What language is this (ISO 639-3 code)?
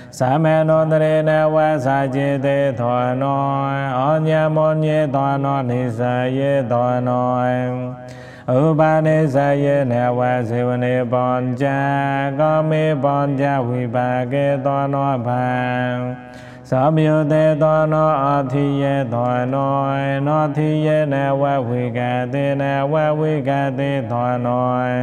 pli